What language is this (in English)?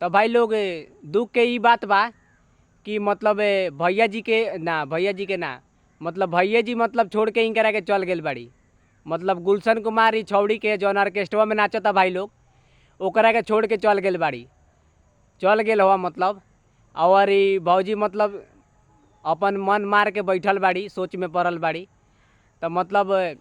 Bhojpuri